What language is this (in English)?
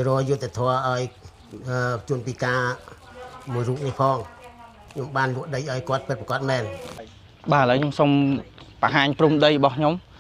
Khmer